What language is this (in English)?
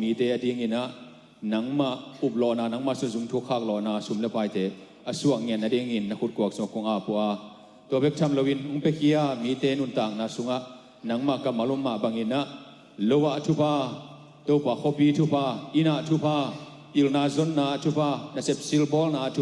Tedim Chin